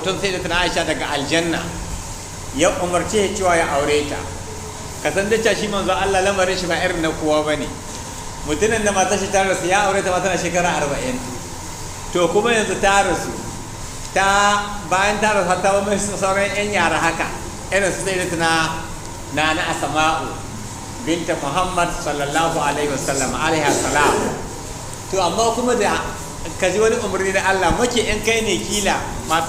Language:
Hausa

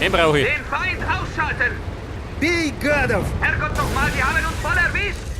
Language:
Bavarian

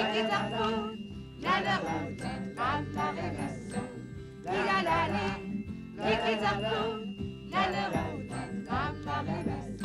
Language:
Kalaallisut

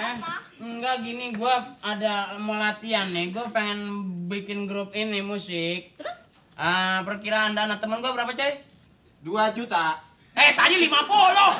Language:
Betawi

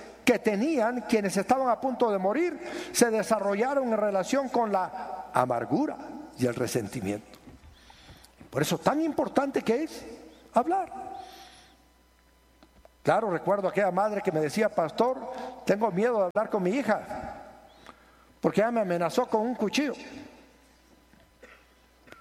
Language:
Spanish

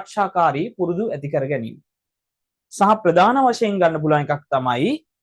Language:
Sinhala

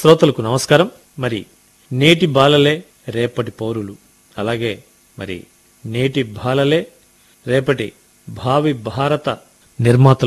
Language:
Telugu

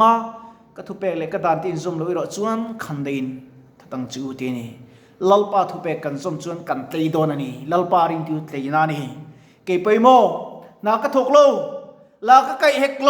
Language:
Mizo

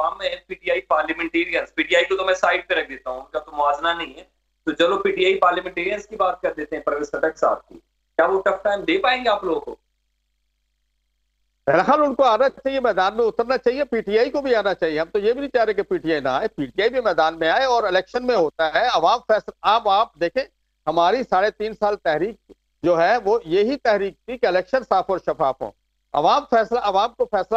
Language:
Urdu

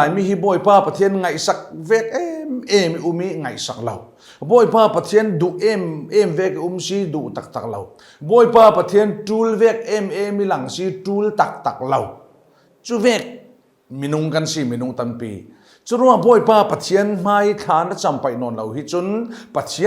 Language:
Falam Chin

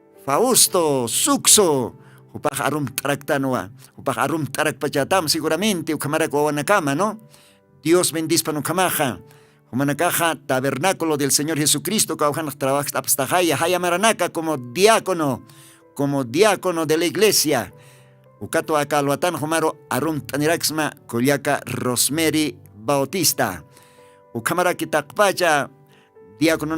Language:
Aymara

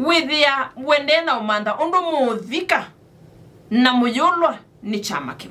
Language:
Kamba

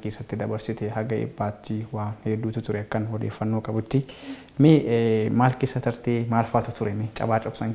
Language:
Oromo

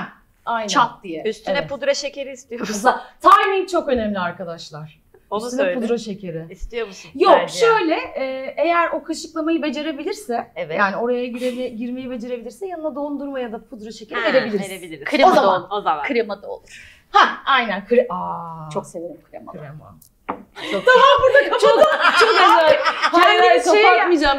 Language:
Turkish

